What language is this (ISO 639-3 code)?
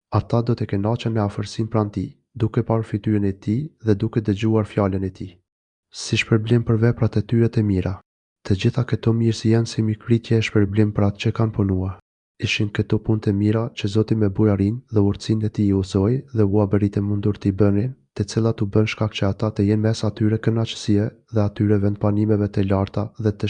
sqi